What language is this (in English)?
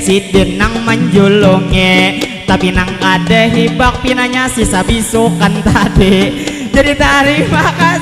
Banjar